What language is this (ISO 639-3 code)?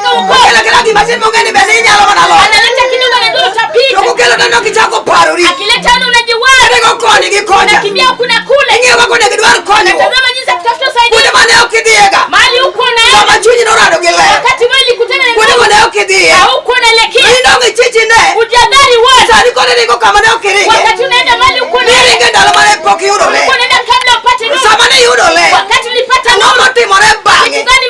luo